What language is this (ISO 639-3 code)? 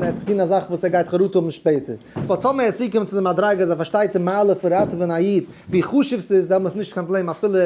yid